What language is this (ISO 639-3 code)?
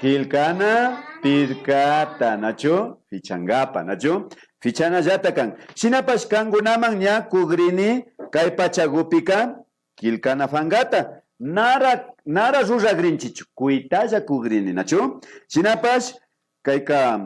qvi